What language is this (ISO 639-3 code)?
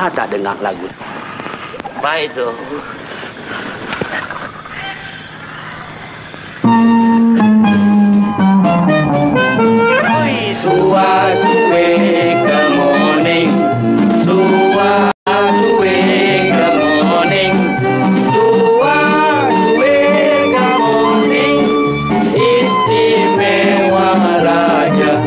msa